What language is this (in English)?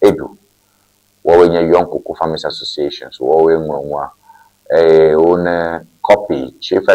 Ewe